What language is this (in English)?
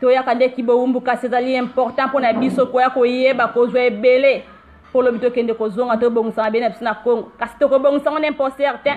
Lingala